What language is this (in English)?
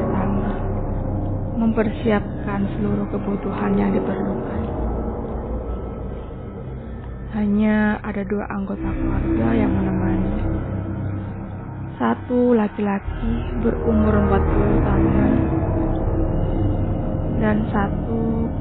Indonesian